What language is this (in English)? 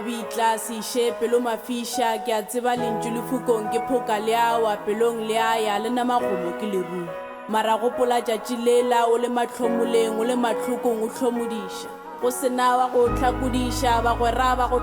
Northern Sotho